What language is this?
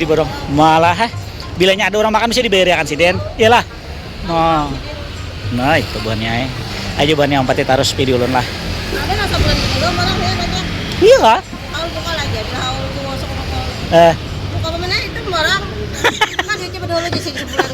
Banjar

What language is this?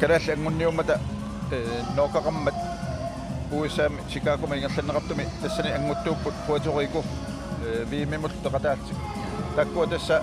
Kalaallisut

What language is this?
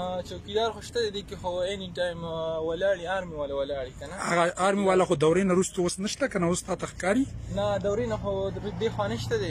Pashto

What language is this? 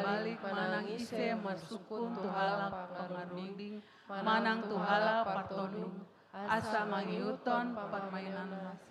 Batak Toba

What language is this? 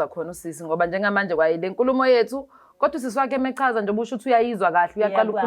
Zulu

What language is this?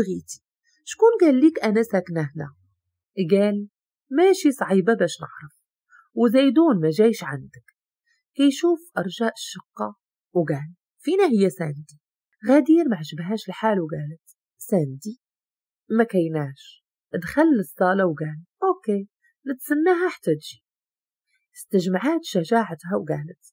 Moroccan Arabic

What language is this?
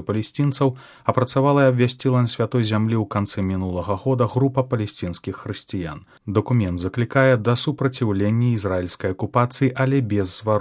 Belarusian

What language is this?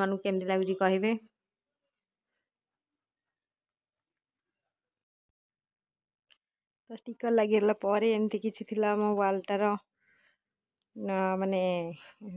Odia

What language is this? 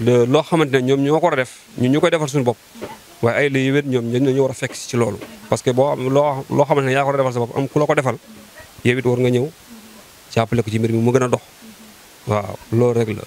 Wolof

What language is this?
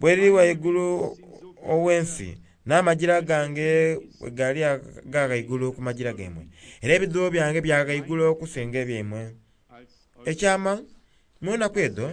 Soga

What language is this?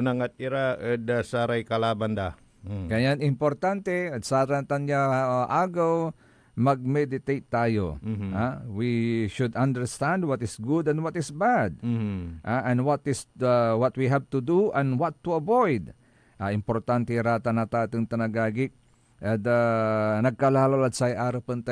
Pangasinan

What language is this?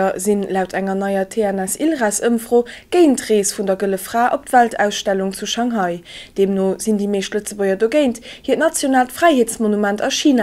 Luxembourgish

